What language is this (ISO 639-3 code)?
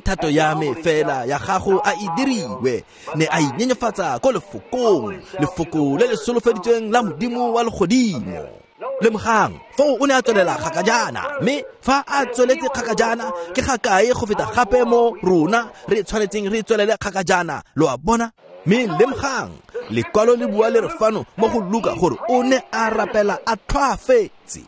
tsn